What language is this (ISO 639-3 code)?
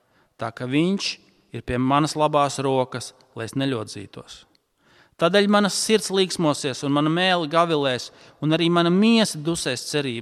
lav